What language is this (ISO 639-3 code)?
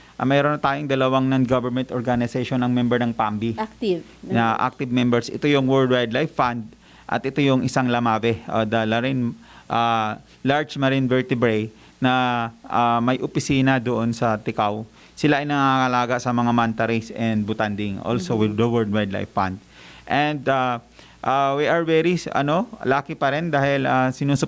bik